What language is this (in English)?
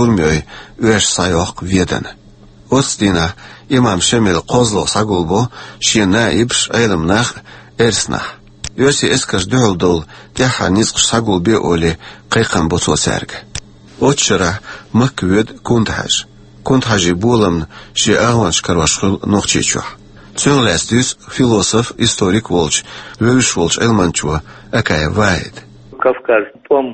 Chechen